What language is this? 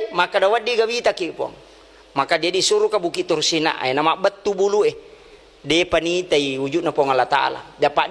Buginese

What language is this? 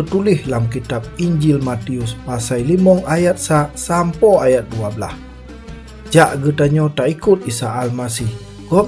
Achinese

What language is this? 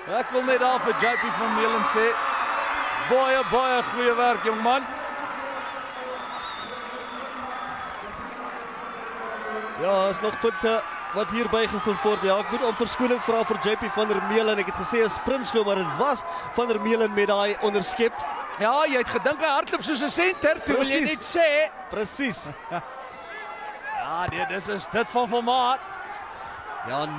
Afrikaans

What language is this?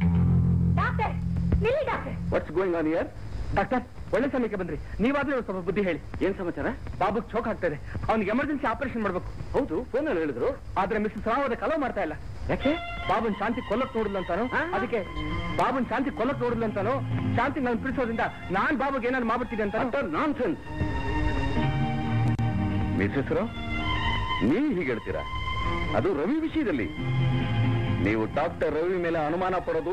Kannada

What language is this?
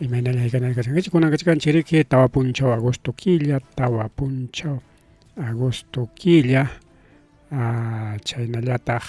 Ayacucho Quechua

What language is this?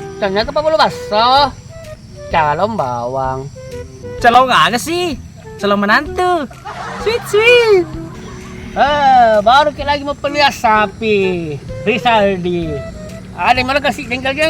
Buginese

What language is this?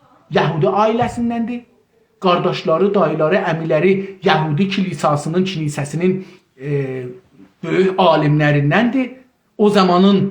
South Azerbaijani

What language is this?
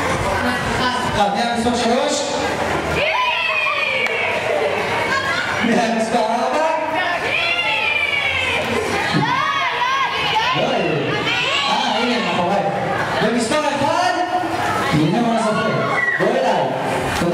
Hebrew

